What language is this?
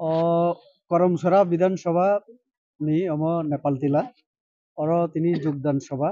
Kok Borok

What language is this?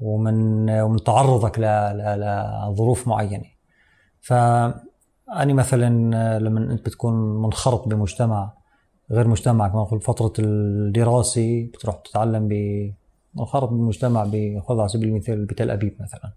North Levantine Arabic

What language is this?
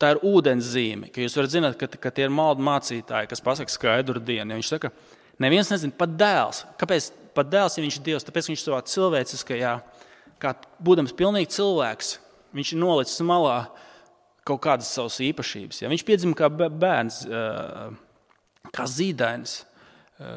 Latvian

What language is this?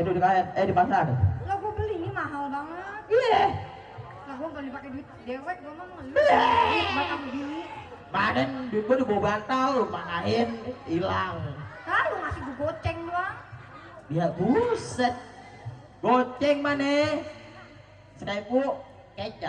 Betawi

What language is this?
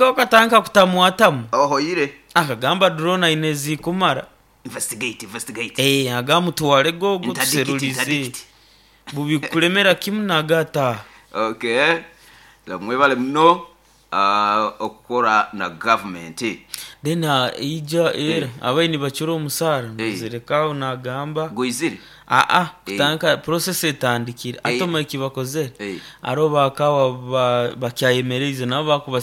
Nyoro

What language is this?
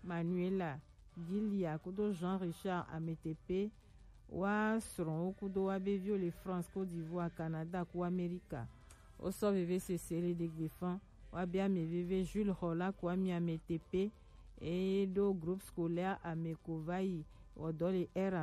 Gen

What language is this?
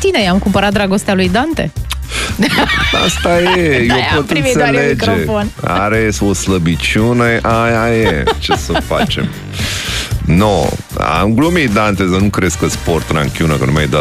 Romanian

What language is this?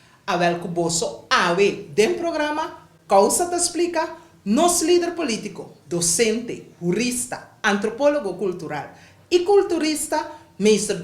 Papiamento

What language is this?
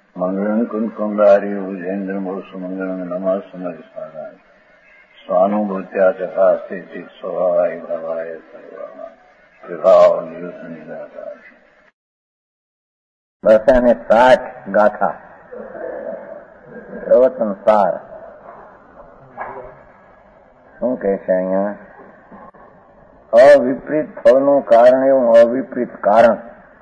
Gujarati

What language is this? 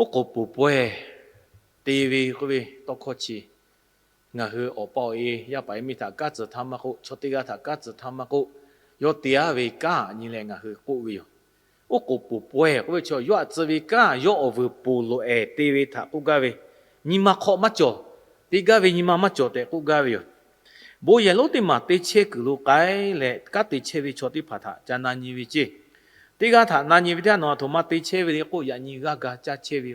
Lahu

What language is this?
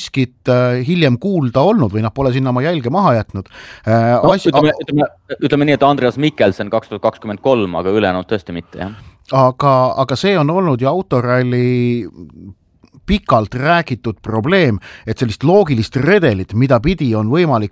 Estonian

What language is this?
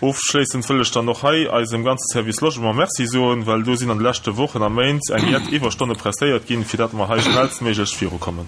Luxembourgish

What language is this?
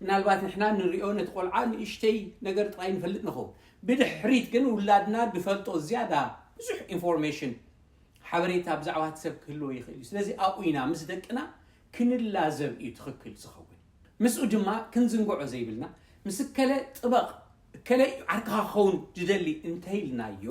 Tigrinya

